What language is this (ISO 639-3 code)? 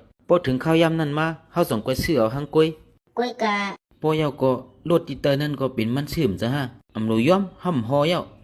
shn